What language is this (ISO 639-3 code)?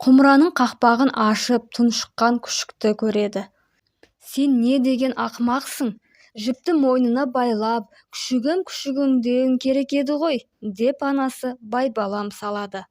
kaz